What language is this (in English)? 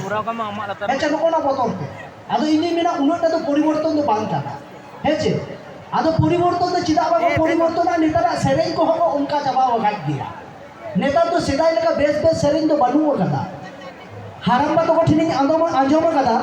Santali